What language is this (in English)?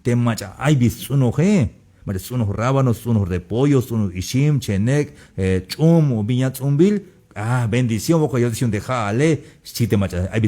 Tzeltal